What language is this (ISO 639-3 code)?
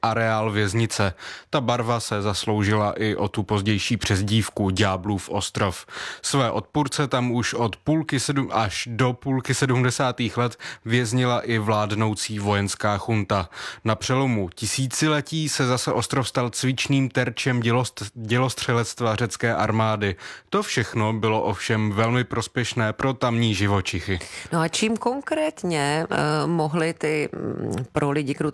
ces